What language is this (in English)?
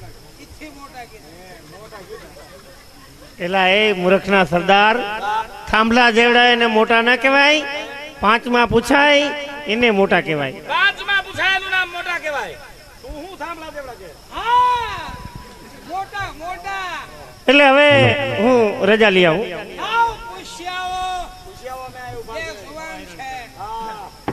Gujarati